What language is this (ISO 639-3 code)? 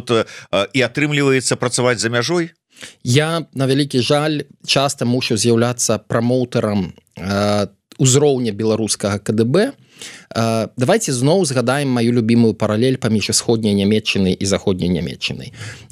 bel